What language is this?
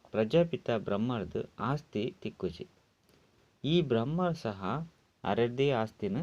Tulu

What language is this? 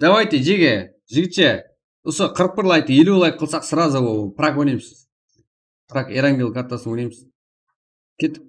Kara-Kalpak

